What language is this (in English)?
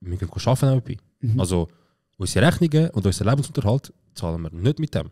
Swiss German